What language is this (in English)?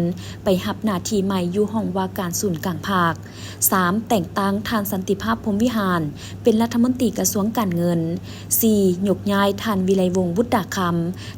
Lao